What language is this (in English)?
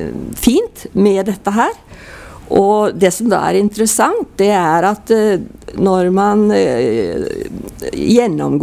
Norwegian